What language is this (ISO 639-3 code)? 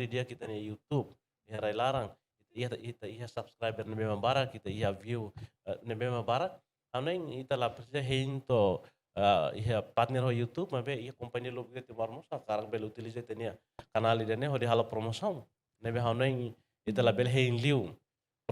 tet